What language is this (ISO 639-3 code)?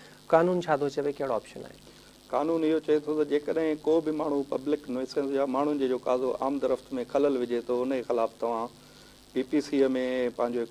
snd